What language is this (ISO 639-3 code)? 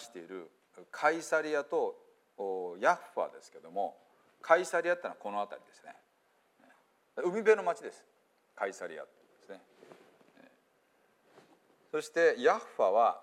jpn